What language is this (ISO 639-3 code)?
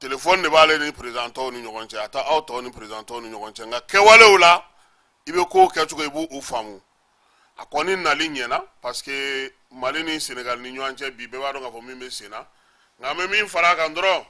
bam